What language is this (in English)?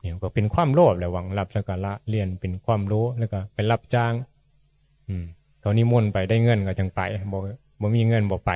Northeastern Thai